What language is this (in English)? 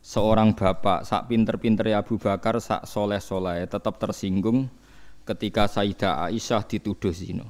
Javanese